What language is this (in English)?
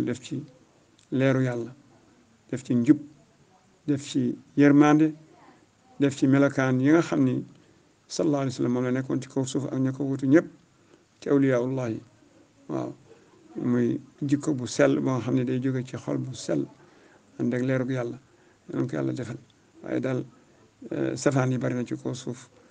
Wolof